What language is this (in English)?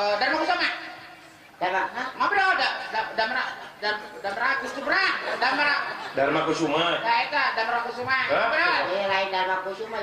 Sundanese